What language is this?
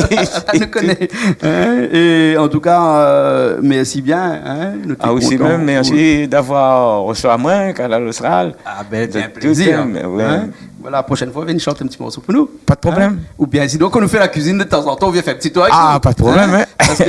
Réunion Creole French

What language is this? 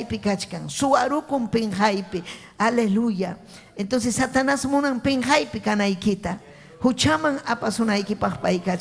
Ayacucho Quechua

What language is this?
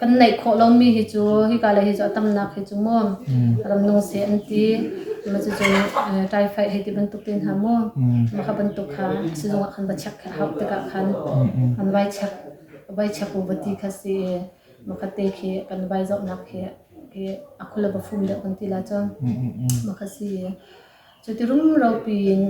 Hakha Chin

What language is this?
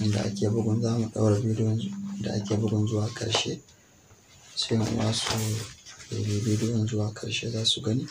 Hausa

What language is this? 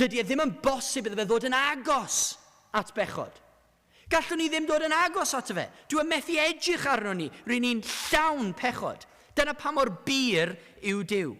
Welsh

